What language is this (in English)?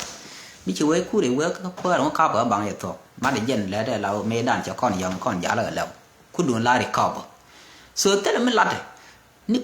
Nuer